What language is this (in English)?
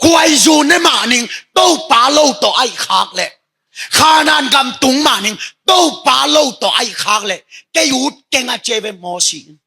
Tedim Chin